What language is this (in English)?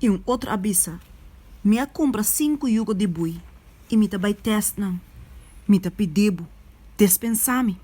Papiamento